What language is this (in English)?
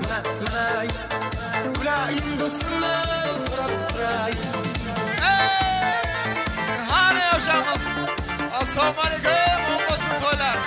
Kara-Kalpak